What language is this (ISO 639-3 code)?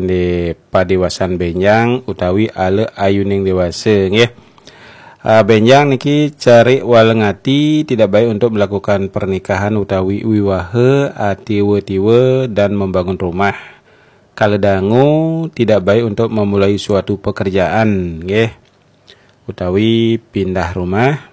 ban